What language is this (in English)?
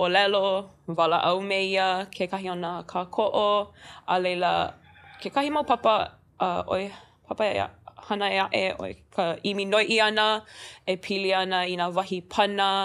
Hawaiian